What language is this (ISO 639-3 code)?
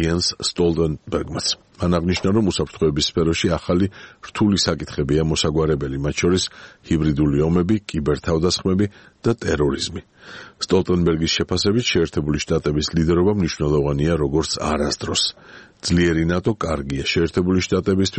kat